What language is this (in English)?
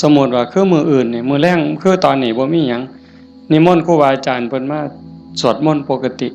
Northeastern Thai